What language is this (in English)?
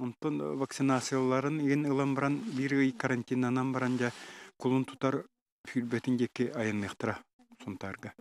Yakut